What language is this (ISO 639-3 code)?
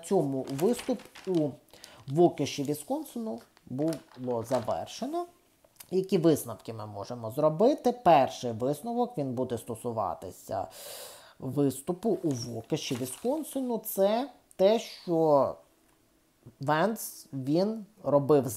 ukr